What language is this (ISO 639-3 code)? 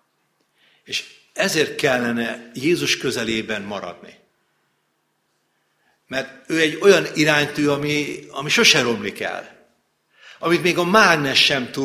hun